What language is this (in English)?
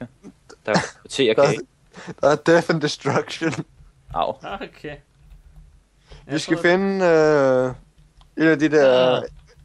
Danish